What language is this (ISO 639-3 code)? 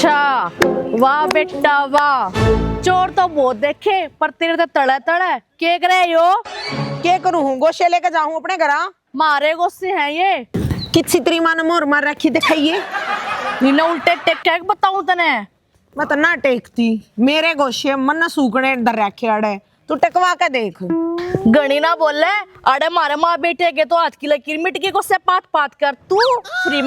bgc